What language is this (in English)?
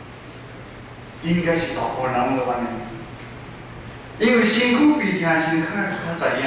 Min Nan Chinese